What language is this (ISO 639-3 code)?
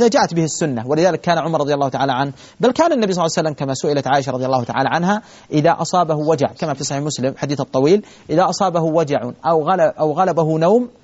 ara